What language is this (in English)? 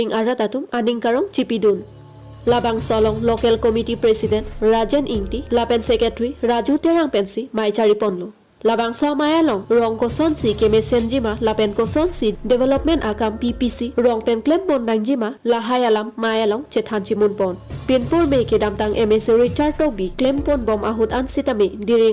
Karbi